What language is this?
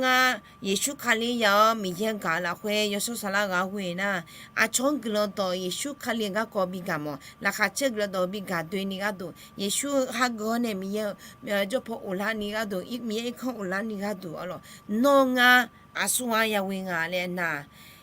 Akha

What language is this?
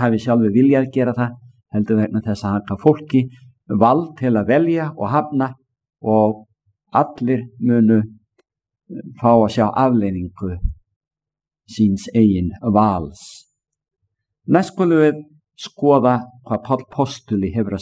Icelandic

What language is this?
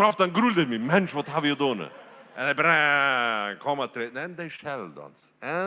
Plautdietsch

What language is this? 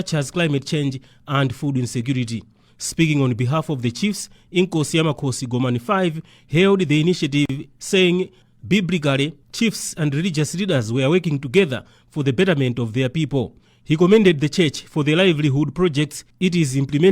English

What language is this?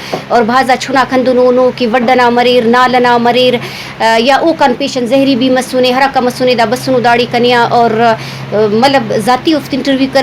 Brahui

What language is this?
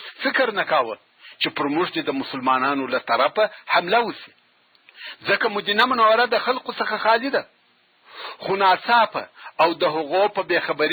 Pashto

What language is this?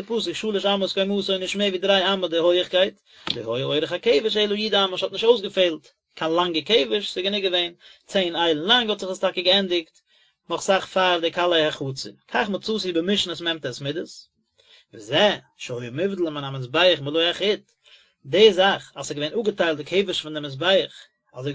Yiddish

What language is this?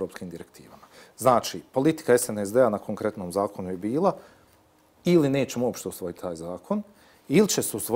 Bosnian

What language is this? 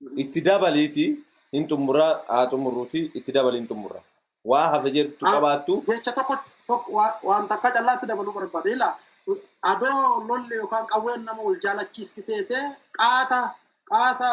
Oromo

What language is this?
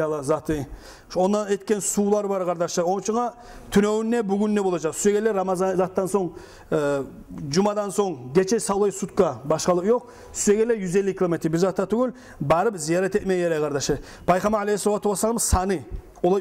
Kumyk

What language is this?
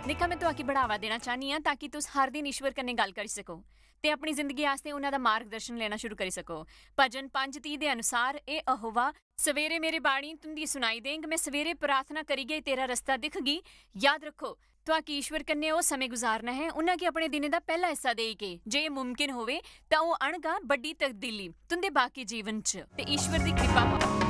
Dogri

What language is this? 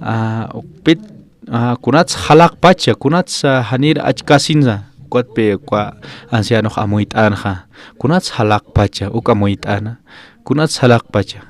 Aymara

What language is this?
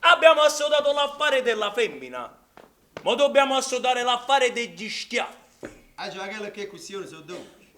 Neapolitan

